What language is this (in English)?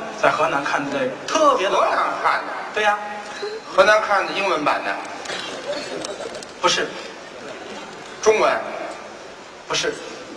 Chinese